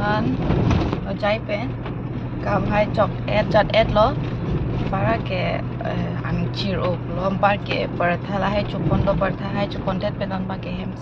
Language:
Karbi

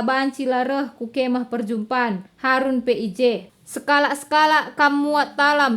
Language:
Batak Karo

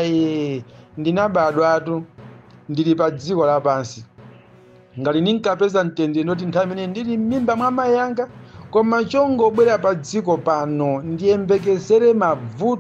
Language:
Nyanja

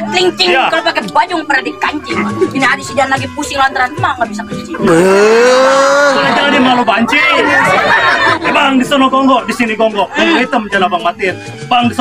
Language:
Betawi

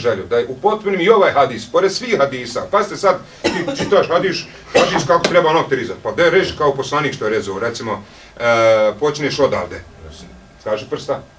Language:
Bosnian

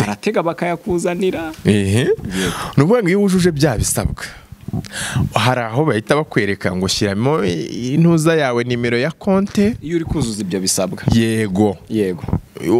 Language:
Kinyarwanda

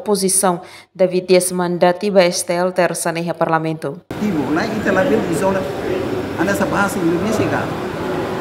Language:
Tetum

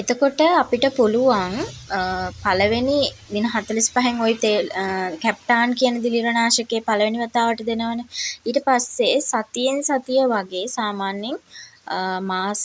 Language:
Sinhala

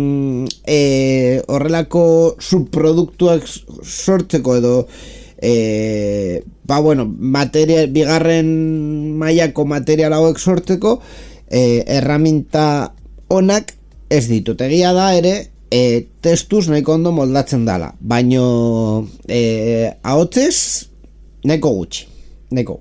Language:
Basque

